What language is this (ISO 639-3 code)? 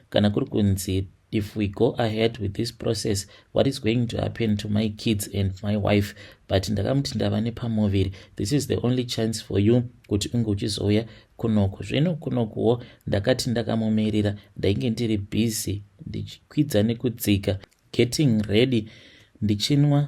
sna